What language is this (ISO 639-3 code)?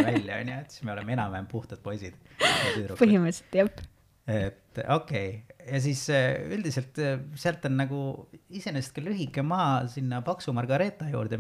est